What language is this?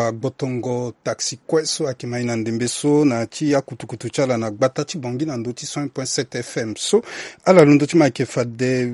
Sango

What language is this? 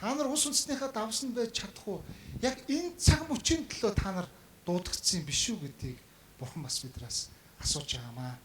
Mongolian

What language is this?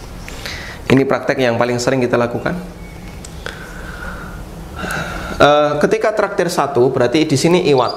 Indonesian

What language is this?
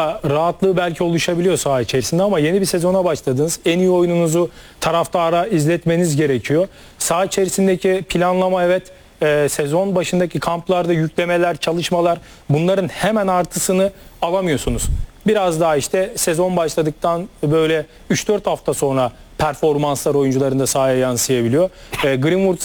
Turkish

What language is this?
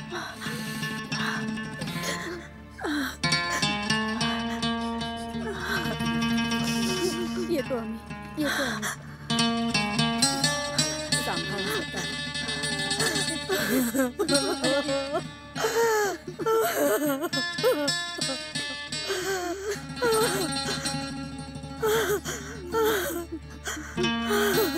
Marathi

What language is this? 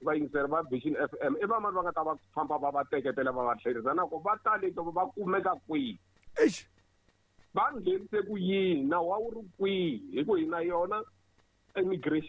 Tsonga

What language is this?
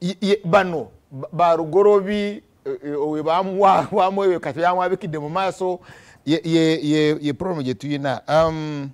Ganda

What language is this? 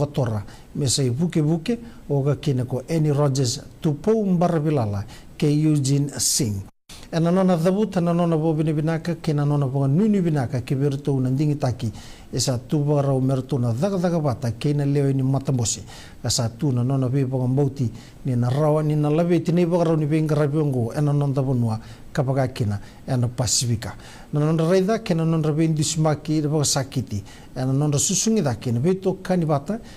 Fijian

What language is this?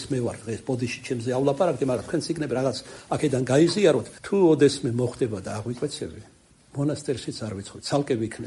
Georgian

